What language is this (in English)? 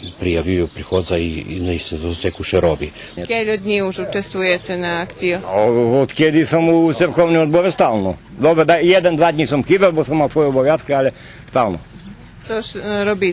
Rusyn